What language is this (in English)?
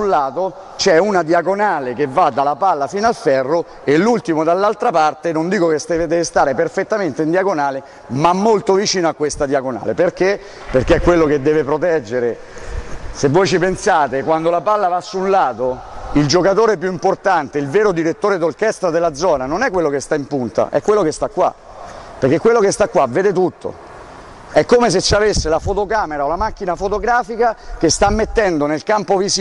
Italian